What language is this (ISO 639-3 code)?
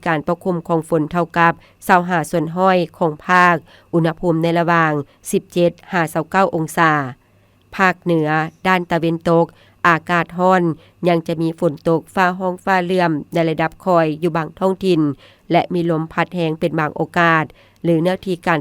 lao